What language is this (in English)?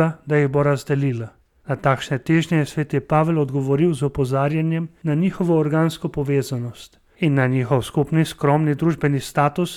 Slovenian